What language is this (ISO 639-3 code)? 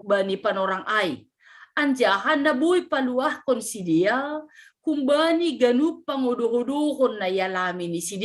bts